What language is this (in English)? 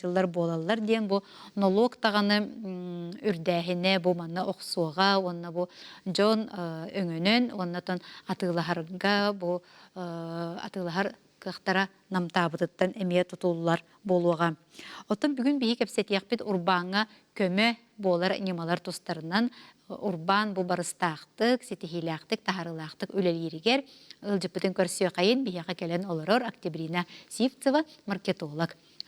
Yakut